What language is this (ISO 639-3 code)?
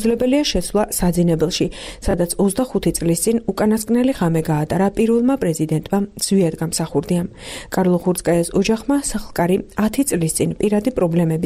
kat